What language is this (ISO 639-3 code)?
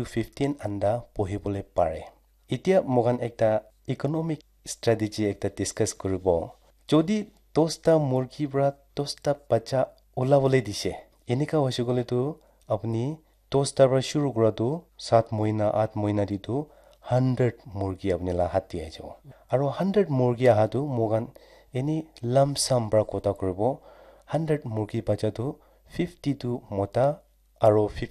nag